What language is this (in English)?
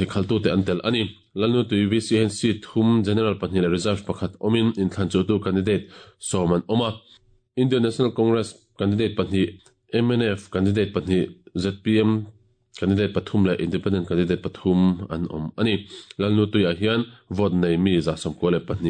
Mizo